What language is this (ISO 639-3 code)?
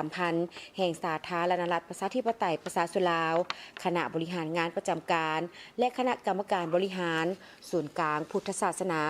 lao